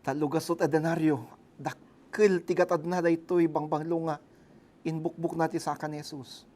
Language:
Iloko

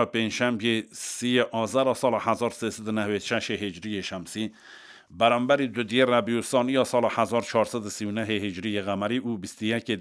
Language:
Kurdish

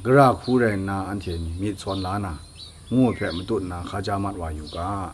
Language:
Kachin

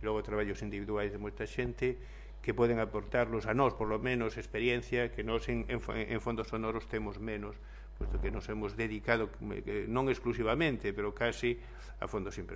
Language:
Galician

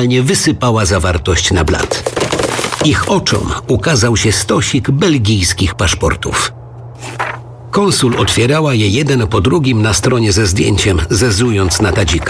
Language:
Polish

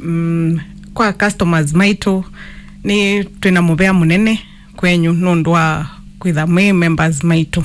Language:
Kamba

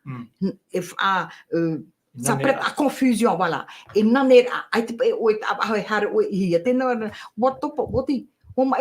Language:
Tahitian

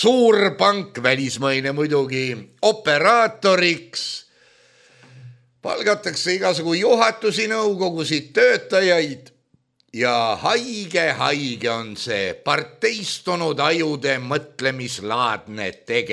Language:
Estonian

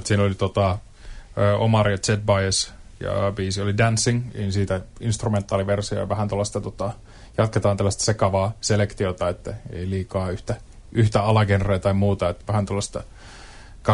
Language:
Finnish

